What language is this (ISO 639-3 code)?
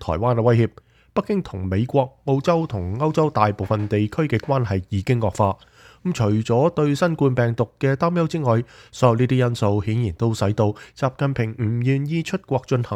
yue